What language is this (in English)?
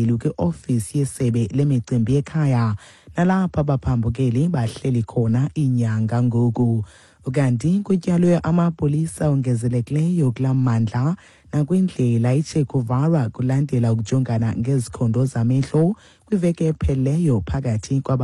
Xhosa